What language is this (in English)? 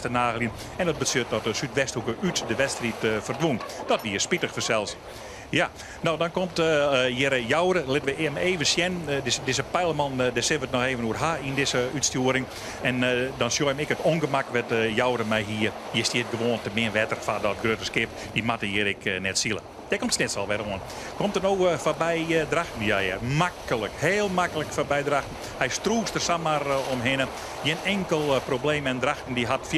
Western Frisian